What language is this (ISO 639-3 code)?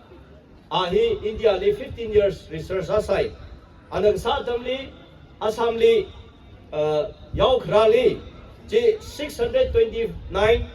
nmf